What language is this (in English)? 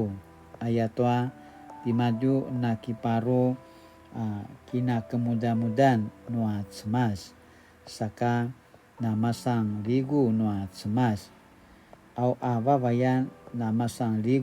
Paiwan